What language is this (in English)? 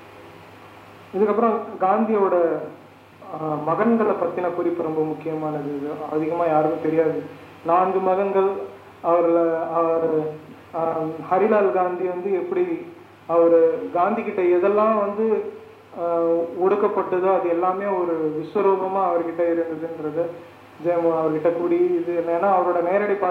Tamil